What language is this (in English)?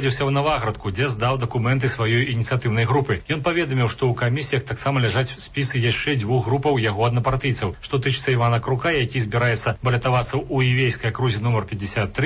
Belarusian